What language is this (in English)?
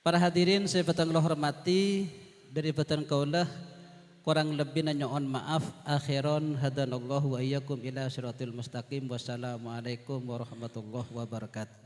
Madurese